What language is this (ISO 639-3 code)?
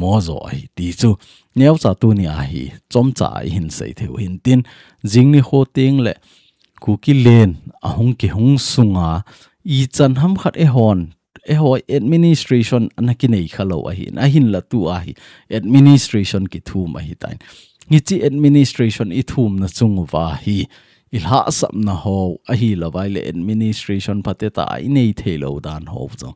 tcz